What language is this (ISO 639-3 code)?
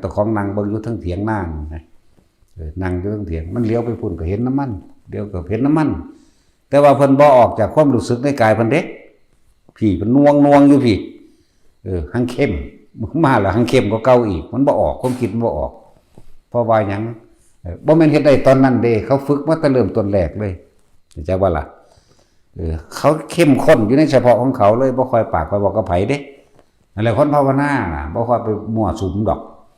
tts